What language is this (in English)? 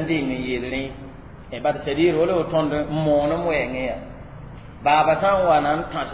Mossi